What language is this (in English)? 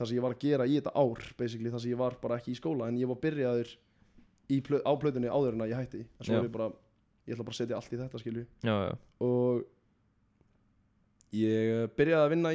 Icelandic